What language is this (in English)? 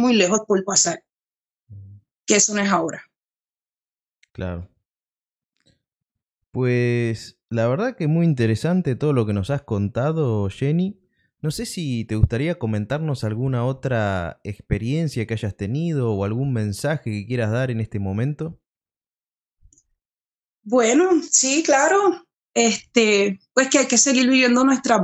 Spanish